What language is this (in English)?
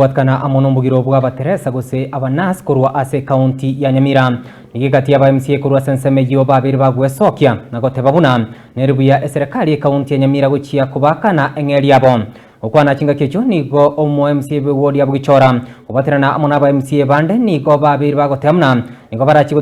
Gusii